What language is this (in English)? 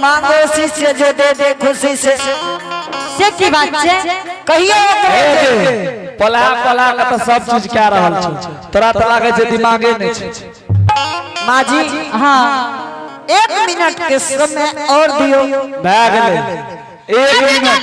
Angika